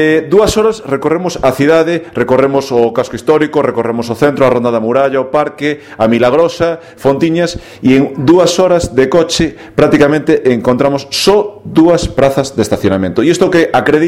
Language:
Galician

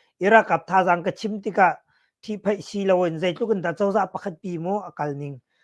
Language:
Hakha Chin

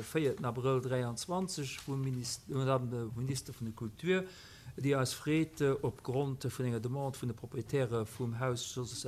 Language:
Luxembourgish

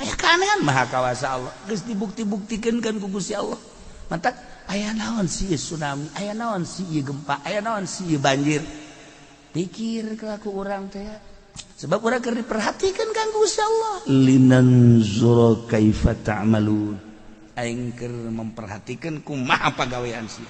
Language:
Sundanese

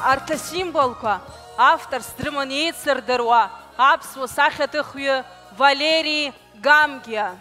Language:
Abkhazian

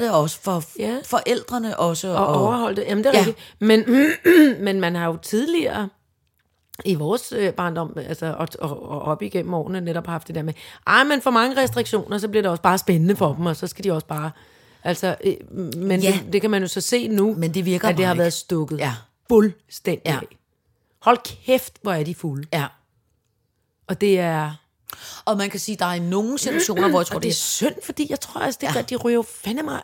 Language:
Danish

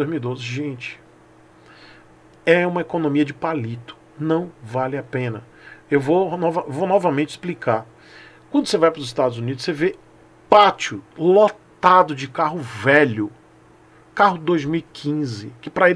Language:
Portuguese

